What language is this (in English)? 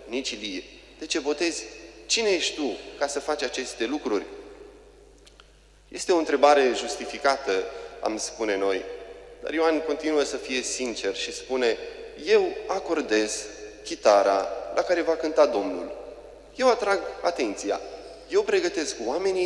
Romanian